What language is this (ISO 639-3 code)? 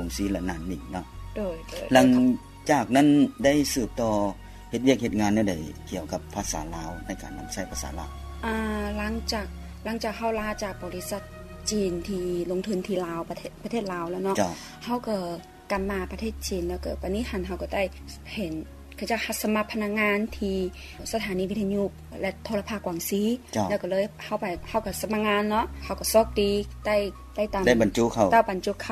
lao